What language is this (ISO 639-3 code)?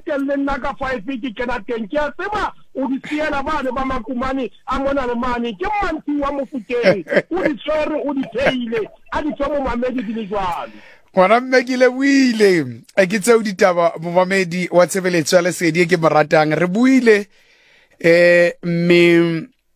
sot